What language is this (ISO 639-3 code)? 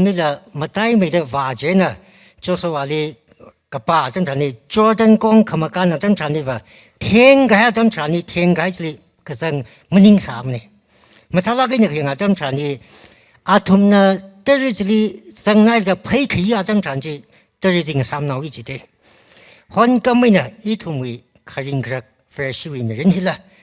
nmf